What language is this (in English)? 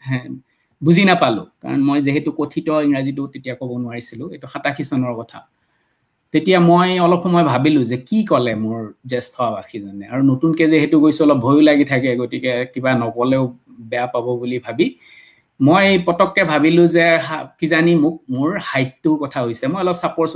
Assamese